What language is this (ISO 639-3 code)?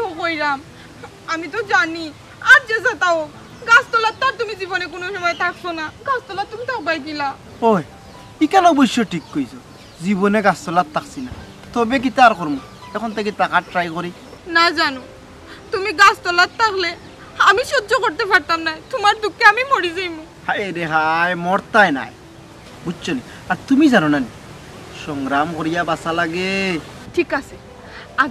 syl